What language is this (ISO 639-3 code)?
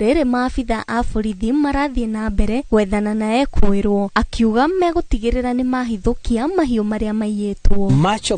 kik